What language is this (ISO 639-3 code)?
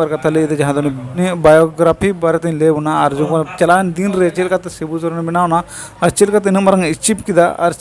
sat